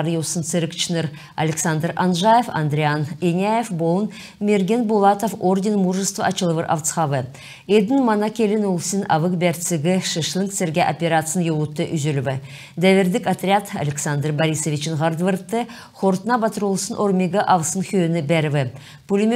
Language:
Kalmyk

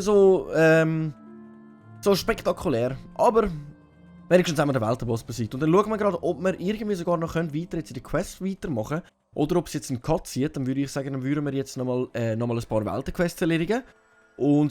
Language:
Swiss German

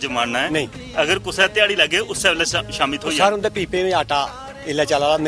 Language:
Dogri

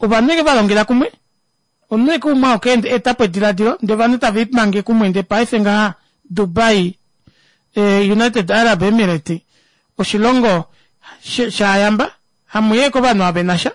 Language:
Kuanyama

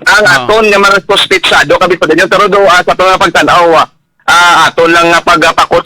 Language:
Hiligaynon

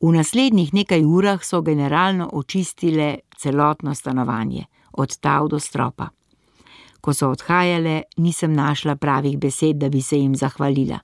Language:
Slovenian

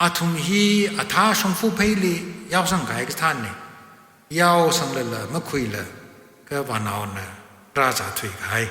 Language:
Tangkhul Naga (India)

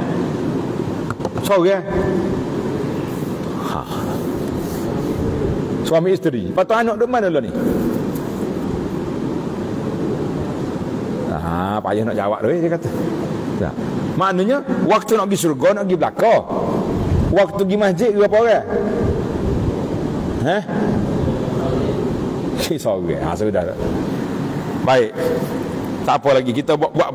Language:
Malay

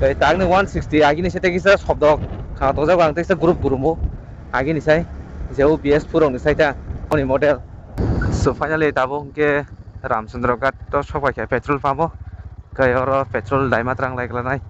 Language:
Kok Borok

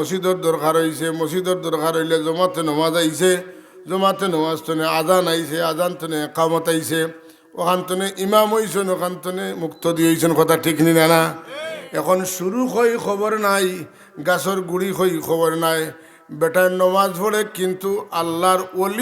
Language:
Sylheti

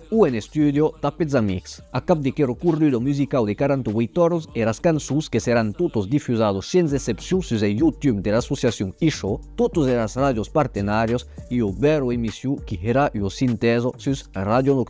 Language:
Occitan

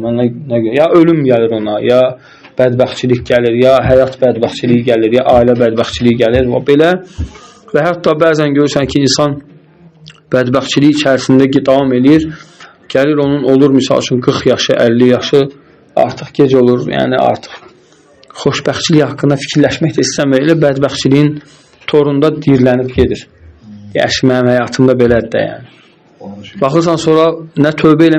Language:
Azerbaijani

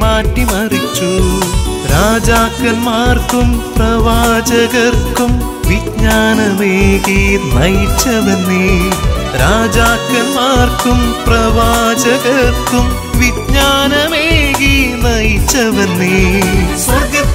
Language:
Malayalam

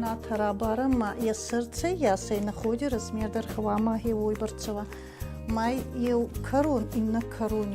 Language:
Ossetic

